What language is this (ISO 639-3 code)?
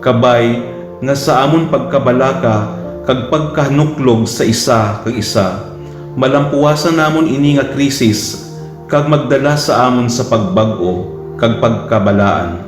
hil